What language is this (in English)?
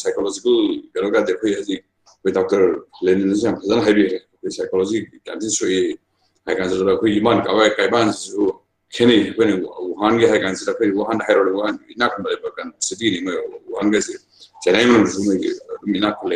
Manipuri